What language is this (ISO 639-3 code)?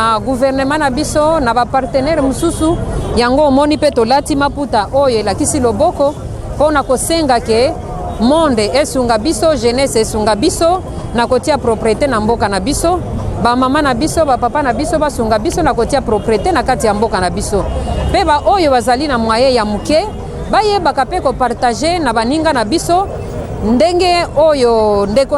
lin